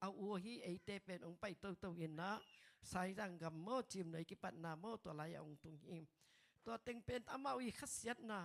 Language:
Tedim Chin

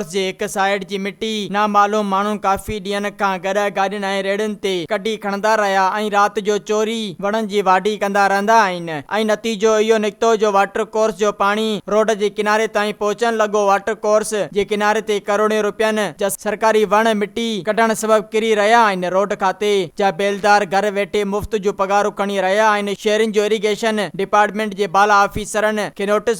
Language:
Sindhi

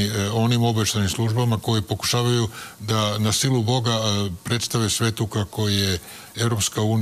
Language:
Serbian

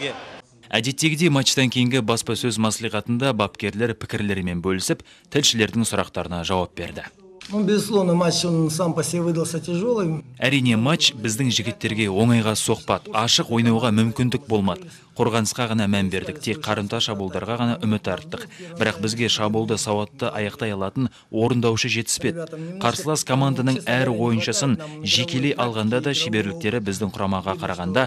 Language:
Kazakh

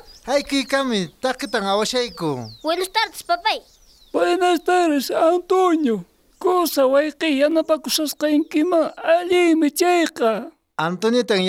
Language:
South Bolivian Quechua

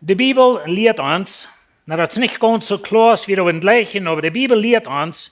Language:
Plautdietsch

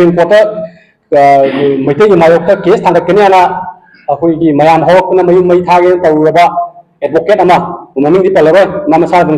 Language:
Manipuri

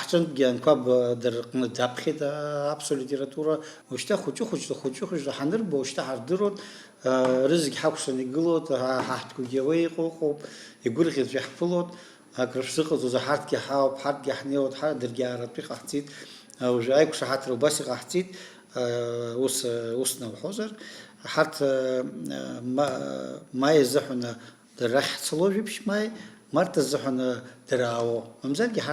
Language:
Abkhazian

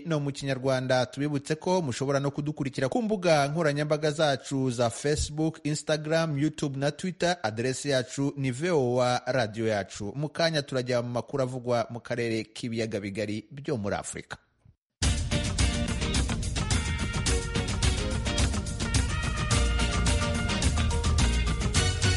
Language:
Kinyarwanda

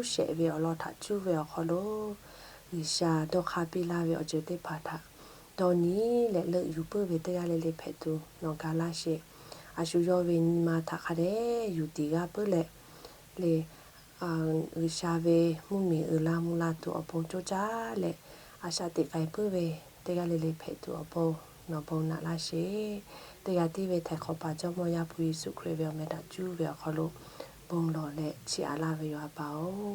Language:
Lahu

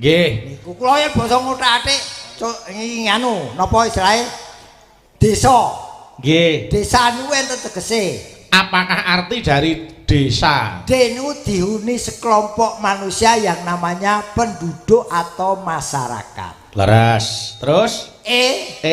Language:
Javanese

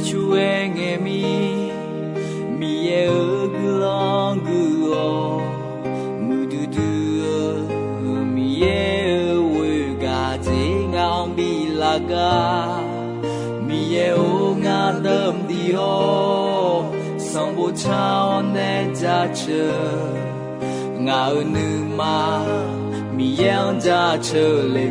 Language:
Akha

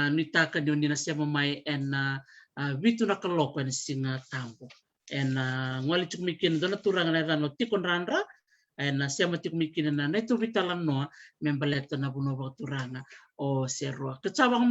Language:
Fijian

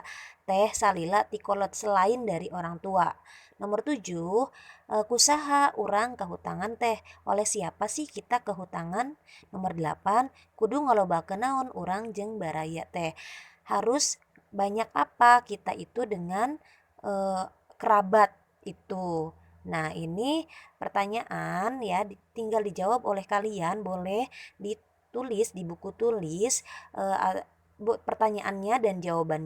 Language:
Sundanese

